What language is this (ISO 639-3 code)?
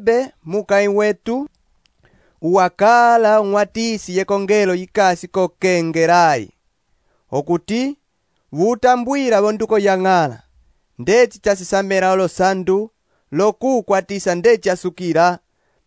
umb